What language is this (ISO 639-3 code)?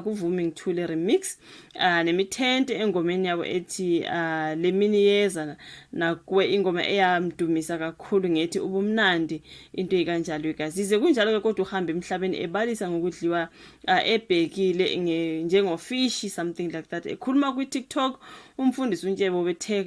zul